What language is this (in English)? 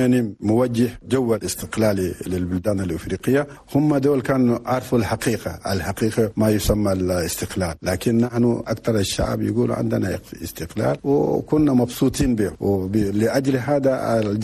Chadian Arabic